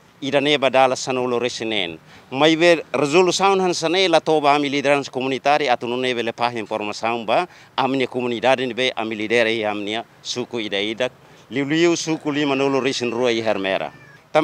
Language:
Tetum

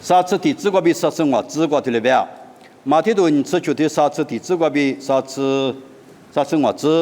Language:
Lisu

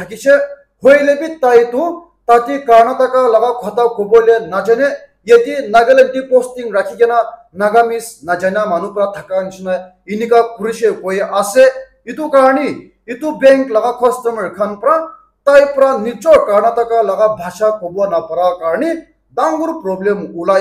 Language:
Naga Pidgin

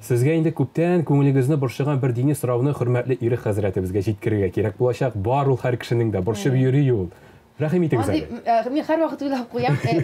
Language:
Tatar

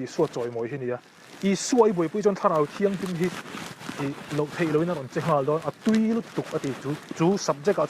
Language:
Mizo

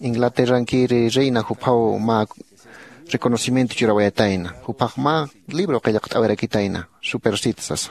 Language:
Aymara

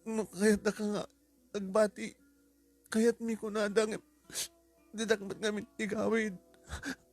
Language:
Iloko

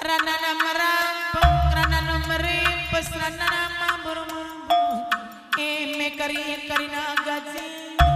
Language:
Batak Karo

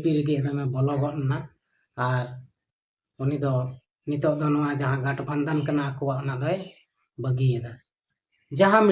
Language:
Santali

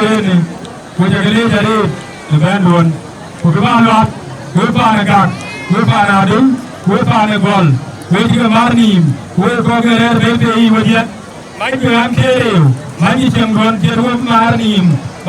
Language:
Dinka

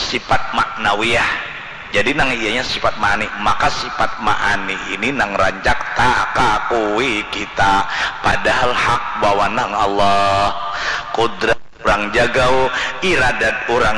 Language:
Banjar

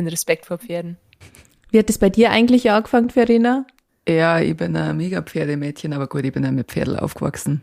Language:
Bavarian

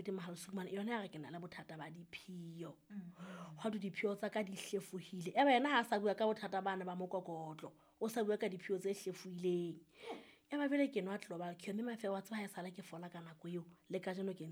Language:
Southern Sotho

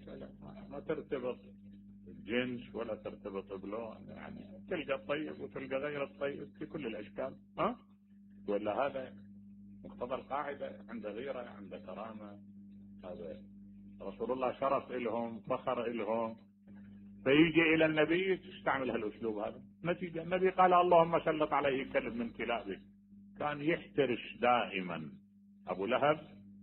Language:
Mesopotamian Arabic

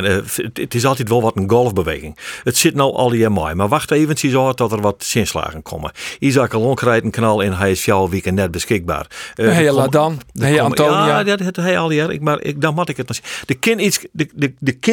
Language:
Western Frisian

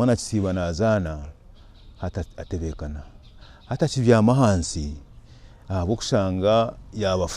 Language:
Nyankole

